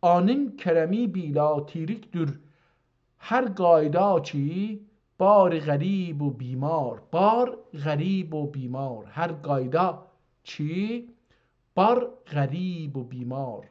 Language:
South Azerbaijani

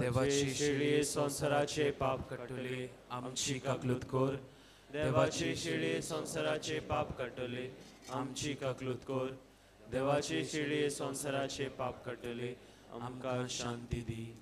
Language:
Konkani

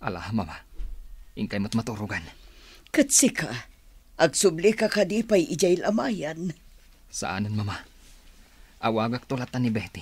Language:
Iloko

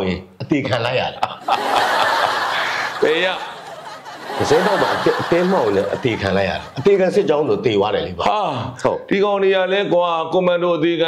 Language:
Burmese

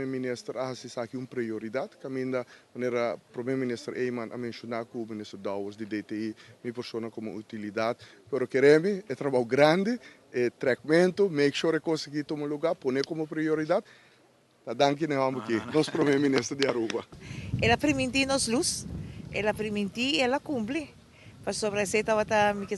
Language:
Papiamento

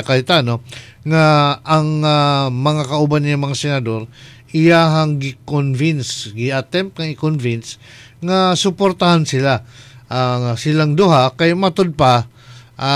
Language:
Cebuano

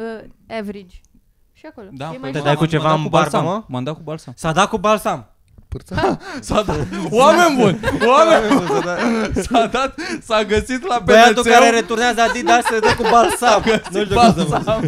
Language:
Romanian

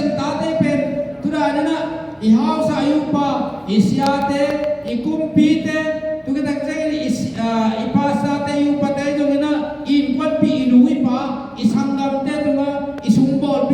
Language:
Tedim Chin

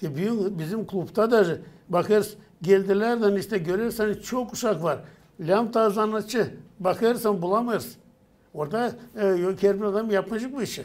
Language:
Gagauz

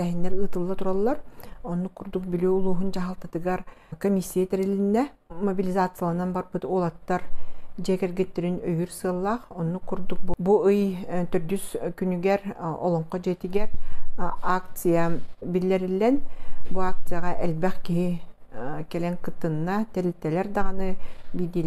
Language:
Yakut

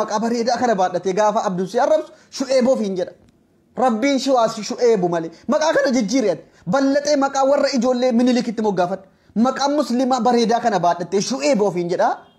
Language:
Oromo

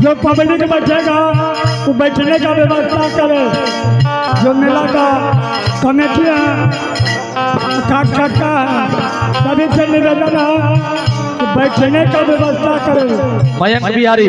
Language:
Angika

